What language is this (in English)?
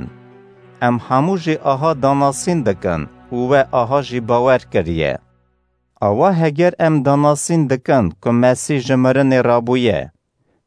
Kurdish